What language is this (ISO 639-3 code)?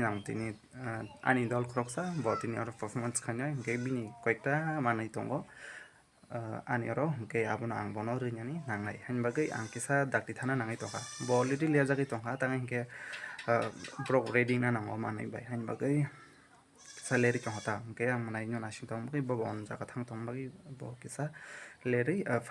trp